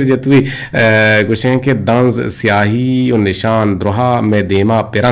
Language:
Eastern Balochi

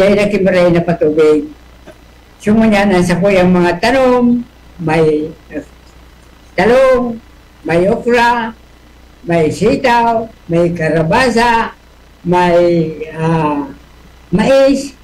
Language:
Bikol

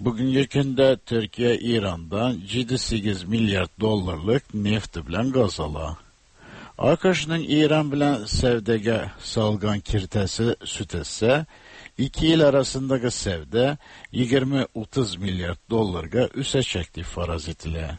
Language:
Tatar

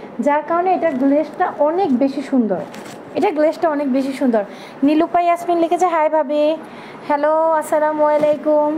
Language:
Bangla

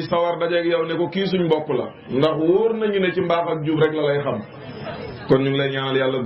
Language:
Wolof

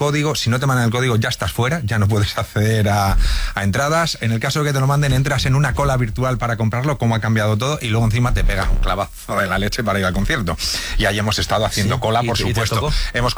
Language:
Spanish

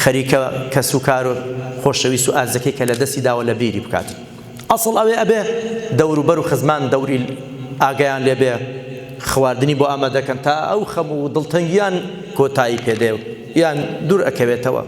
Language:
Central Kurdish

